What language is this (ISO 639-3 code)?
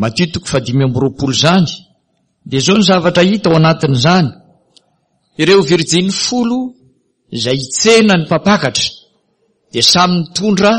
mlg